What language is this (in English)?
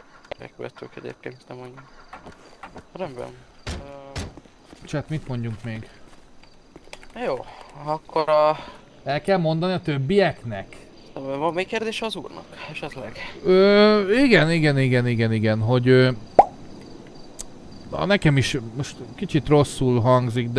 Hungarian